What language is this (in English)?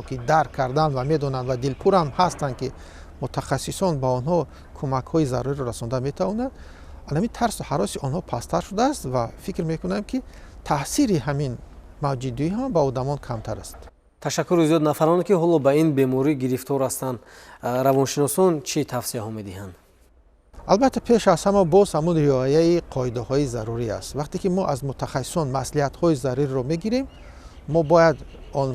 Tajik